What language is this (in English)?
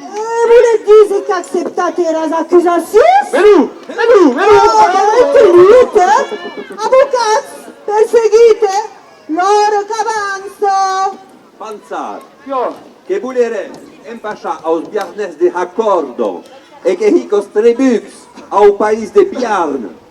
Occitan